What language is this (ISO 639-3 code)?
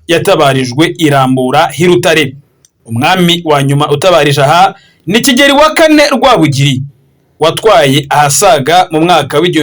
kin